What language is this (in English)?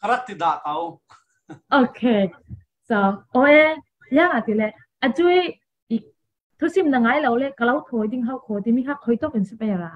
Falam Chin